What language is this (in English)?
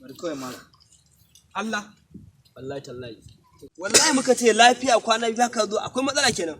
Hausa